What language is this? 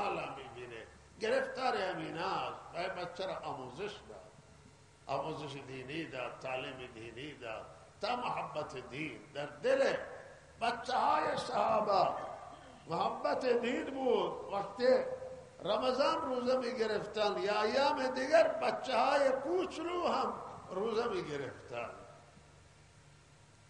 Persian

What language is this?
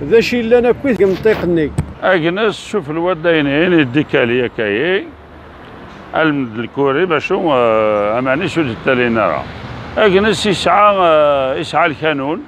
Kabyle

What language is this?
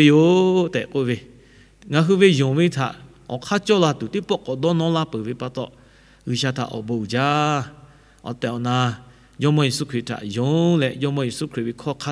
Lahu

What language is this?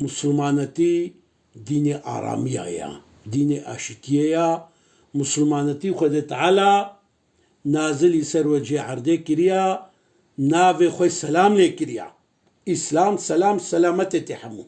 Kurdish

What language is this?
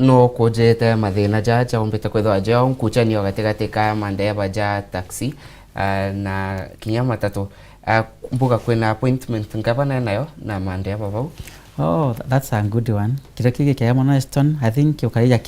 Meru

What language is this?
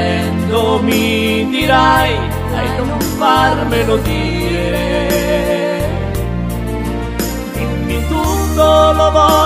Italian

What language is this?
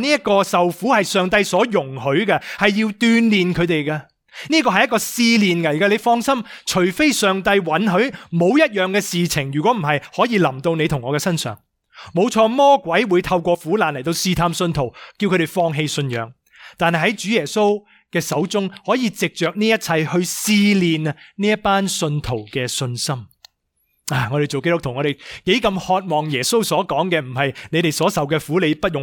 Cantonese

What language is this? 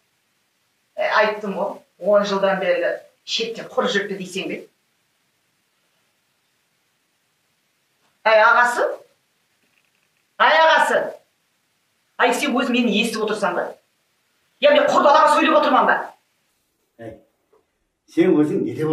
Kazakh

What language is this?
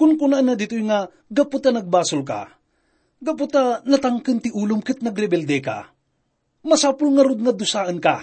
Iloko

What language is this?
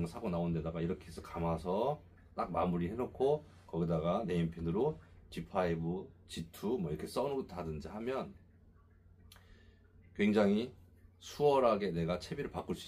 Korean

